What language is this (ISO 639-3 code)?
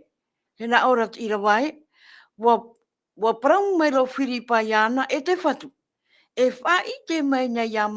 tah